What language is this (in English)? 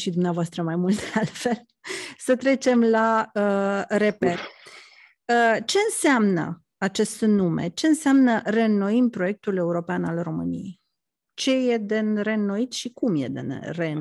Romanian